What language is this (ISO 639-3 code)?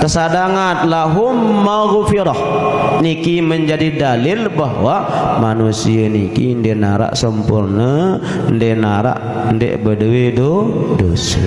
sas